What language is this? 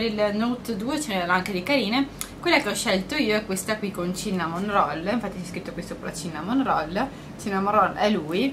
Italian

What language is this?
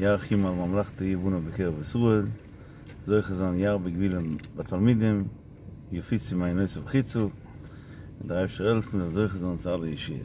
Yiddish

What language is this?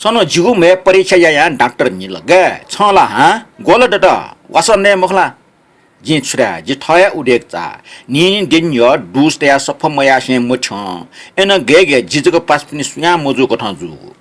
Newari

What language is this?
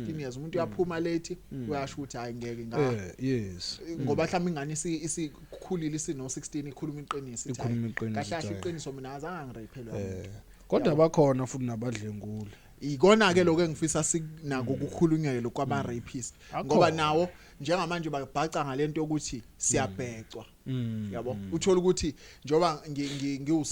Zulu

